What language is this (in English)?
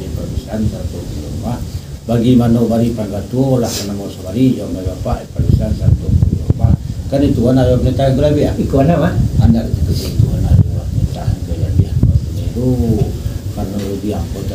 Minangkabau